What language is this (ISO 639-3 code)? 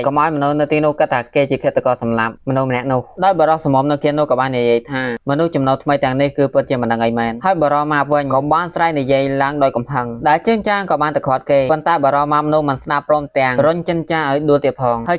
khm